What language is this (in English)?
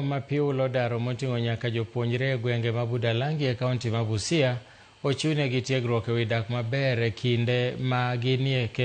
Luo (Kenya and Tanzania)